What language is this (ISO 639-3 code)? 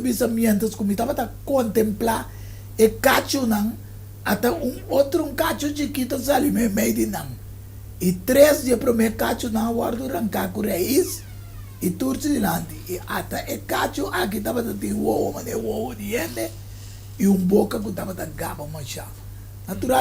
pap